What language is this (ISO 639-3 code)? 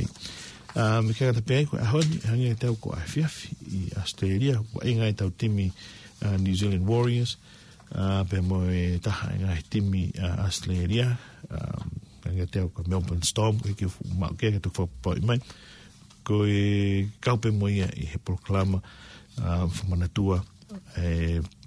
ton